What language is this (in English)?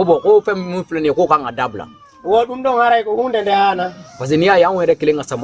Bambara